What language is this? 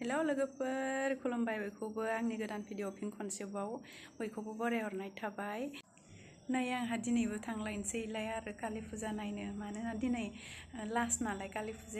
Bodo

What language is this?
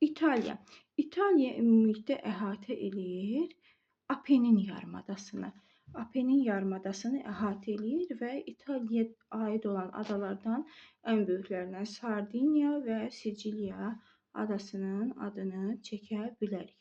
Azerbaijani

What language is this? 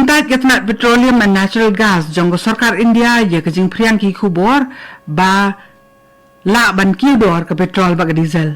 Khasi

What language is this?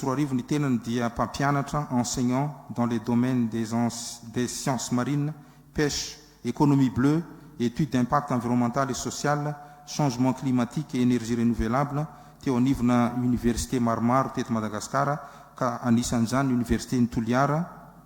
Malagasy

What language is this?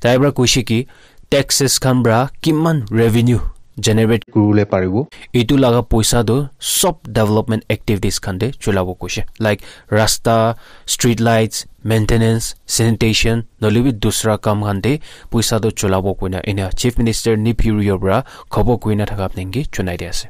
Naga Pidgin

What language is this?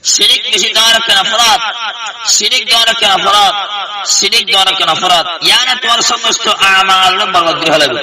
Rohingya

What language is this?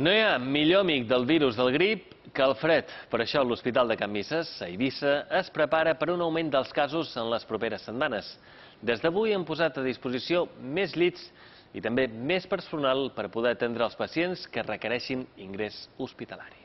Catalan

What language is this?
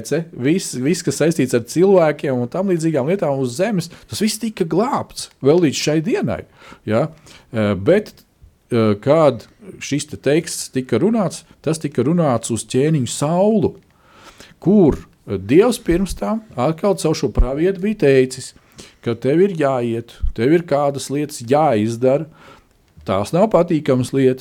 Latvian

